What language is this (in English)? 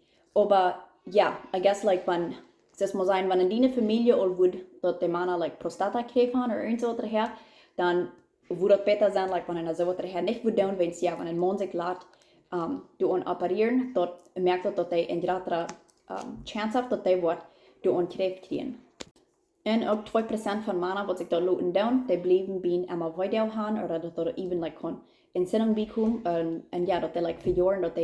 Plautdietsch